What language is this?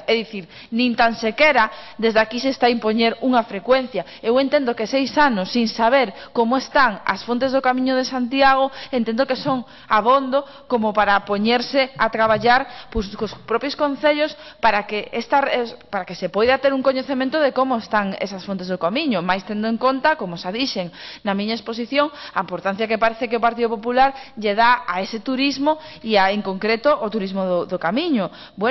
Galician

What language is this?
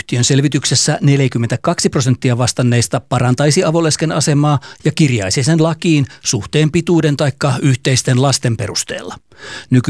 Finnish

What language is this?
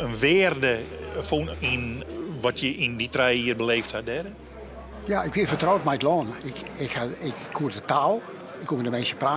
Western Frisian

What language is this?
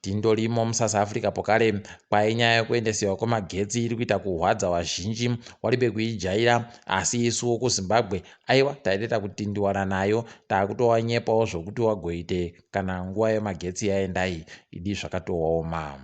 Ndau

